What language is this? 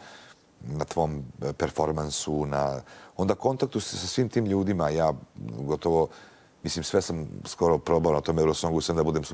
Serbian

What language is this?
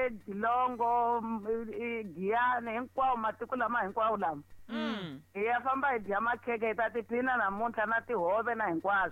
Tsonga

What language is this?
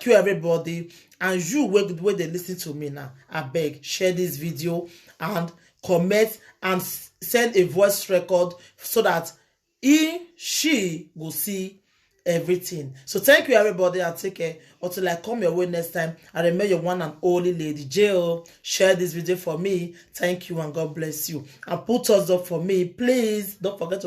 Nigerian Pidgin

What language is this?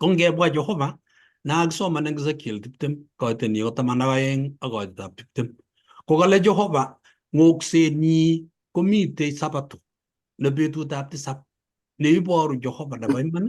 Kalenjin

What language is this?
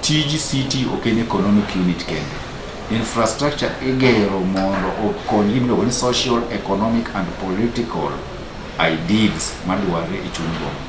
Luo (Kenya and Tanzania)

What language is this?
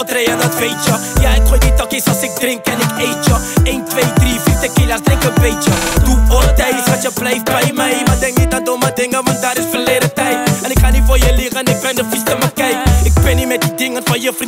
Dutch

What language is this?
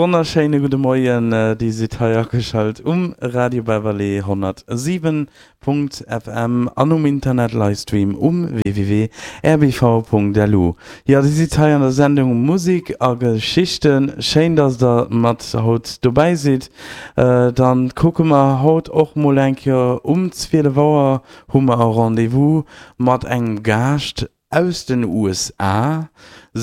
Luxembourgish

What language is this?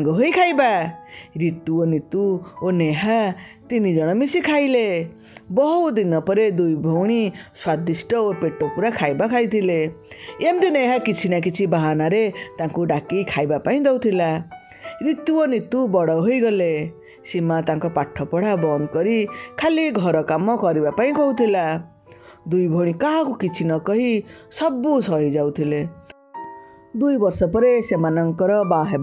Odia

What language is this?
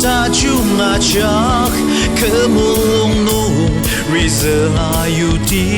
Ao Naga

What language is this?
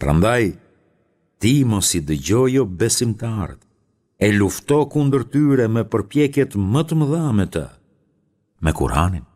Albanian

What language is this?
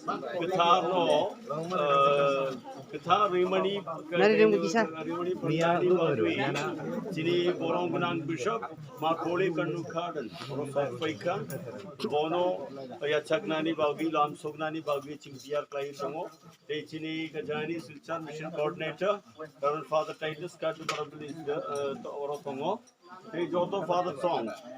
Kok Borok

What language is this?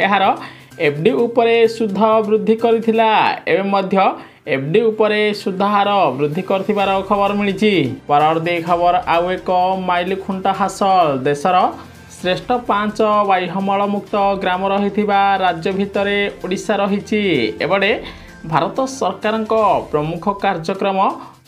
Odia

